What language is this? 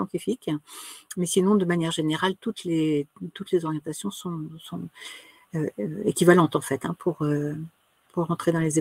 French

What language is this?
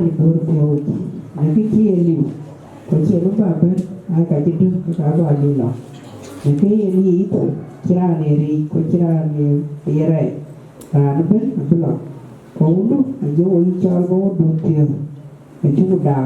Dinka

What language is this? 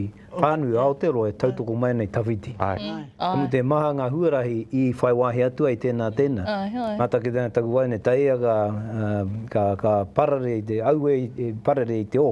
Māori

